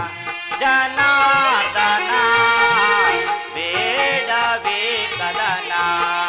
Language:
Kannada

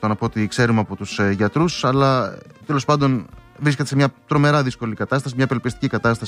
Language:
Greek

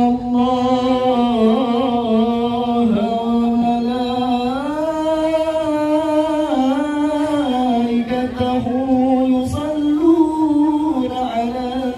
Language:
Betawi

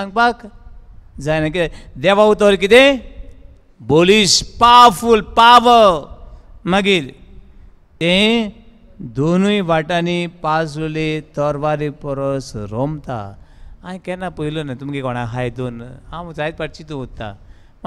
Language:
Konkani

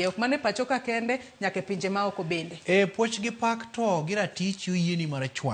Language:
Luo (Kenya and Tanzania)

